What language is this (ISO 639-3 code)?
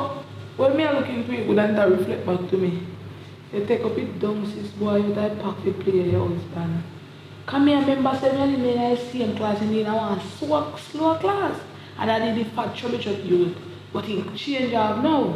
jam